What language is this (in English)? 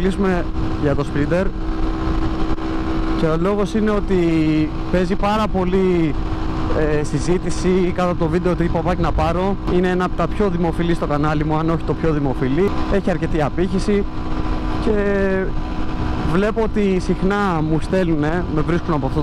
Greek